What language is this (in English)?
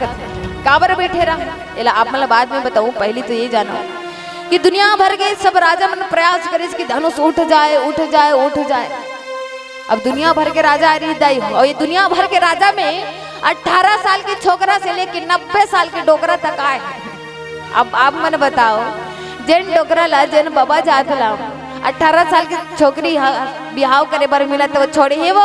Chhattisgarhi